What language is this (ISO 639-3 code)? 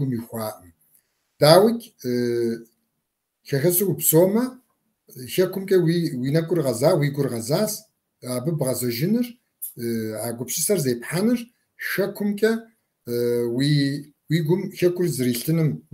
kbd